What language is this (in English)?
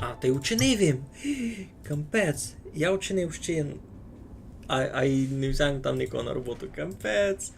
Rusyn